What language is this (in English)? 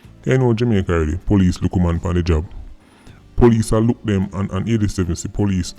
Jamaican Creole English